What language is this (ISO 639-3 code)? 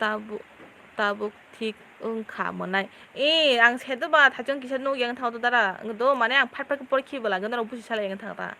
trp